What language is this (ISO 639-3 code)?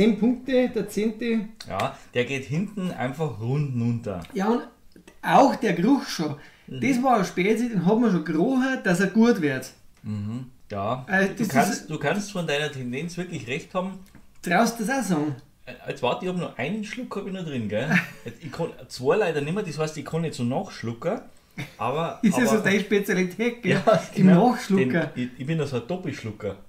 bar